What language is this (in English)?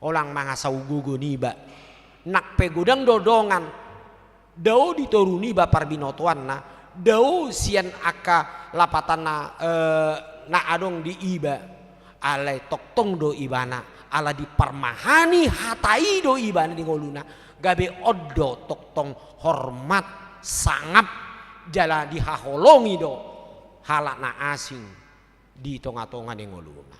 Batak Toba